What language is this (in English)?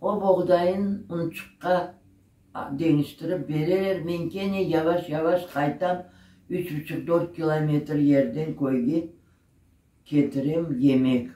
Crimean Tatar